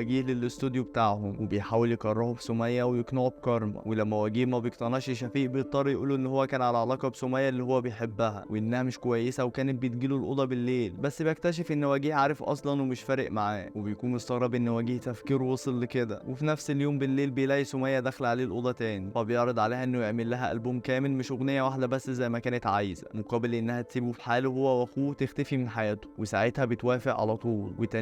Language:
Egyptian Arabic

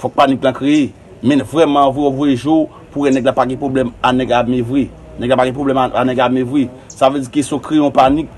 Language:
Haitian Creole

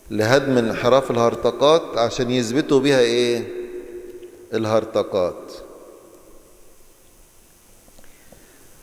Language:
Egyptian Arabic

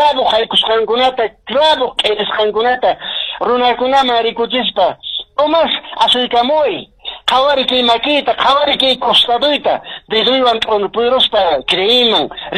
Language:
Quechua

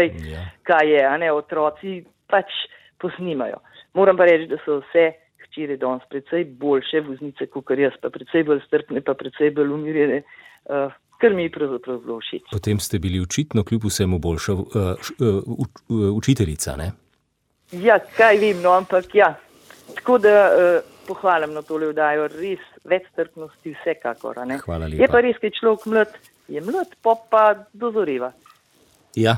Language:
Slovenian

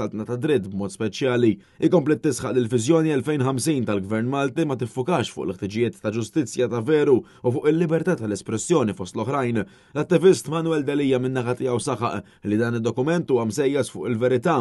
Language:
Maltese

